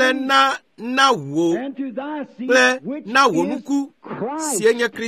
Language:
Ewe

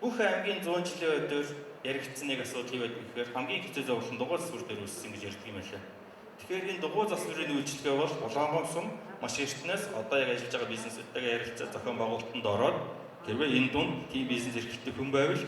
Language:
Mongolian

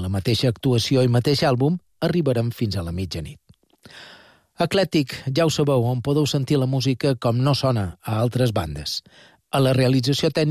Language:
Catalan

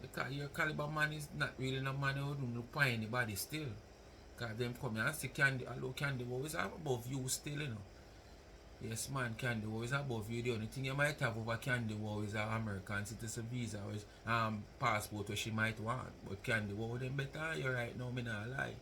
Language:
Jamaican Creole English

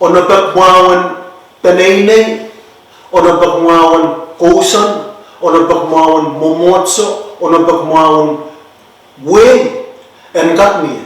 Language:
Pohnpeian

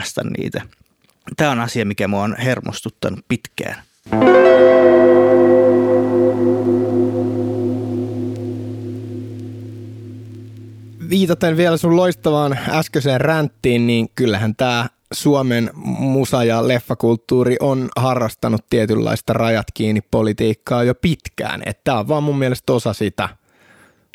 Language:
Finnish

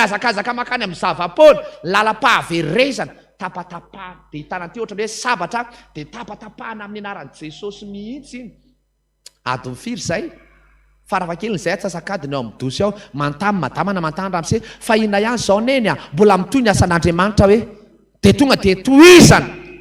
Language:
Malagasy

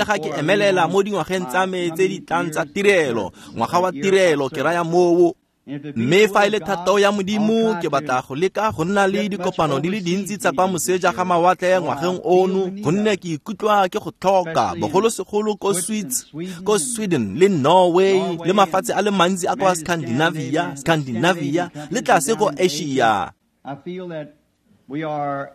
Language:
Tswana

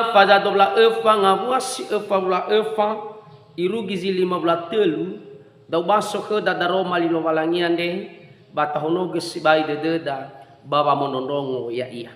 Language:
Nias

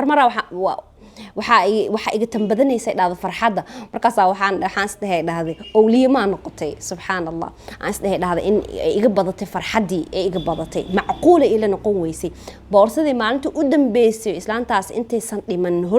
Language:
Somali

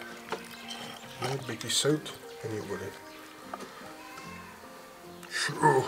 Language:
Afrikaans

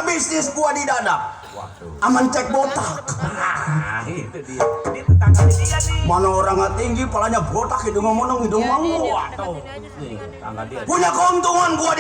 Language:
Betawi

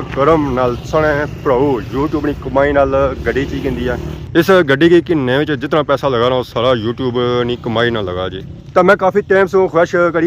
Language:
Pahari-Potwari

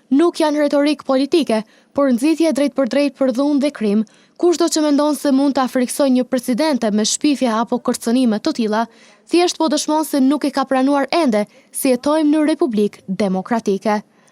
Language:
Albanian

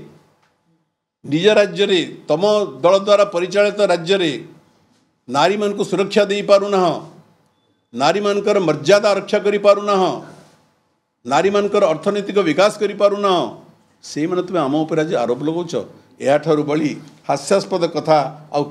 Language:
Odia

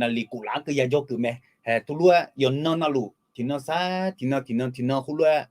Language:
Akha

